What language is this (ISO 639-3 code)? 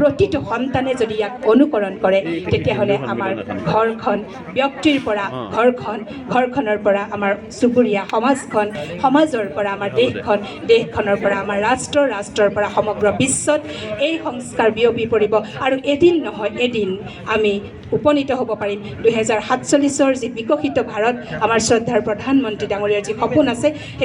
asm